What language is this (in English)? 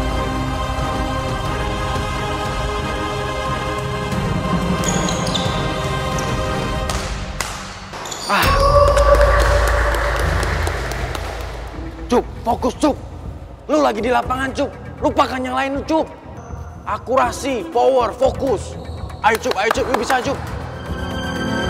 Indonesian